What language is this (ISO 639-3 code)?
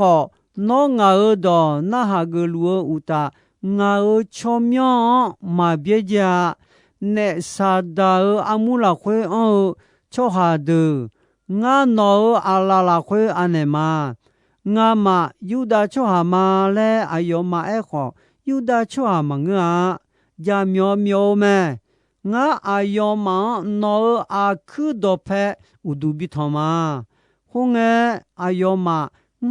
ahk